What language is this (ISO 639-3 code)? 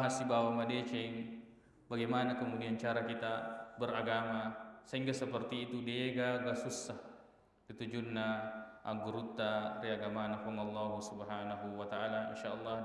bug